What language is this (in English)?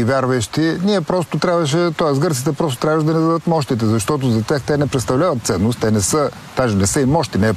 Bulgarian